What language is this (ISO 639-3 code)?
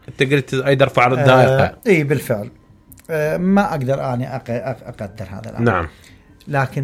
acm